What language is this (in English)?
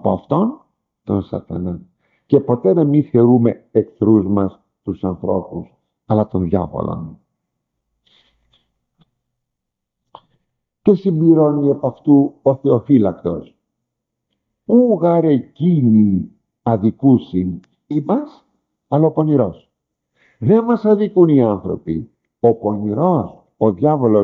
Greek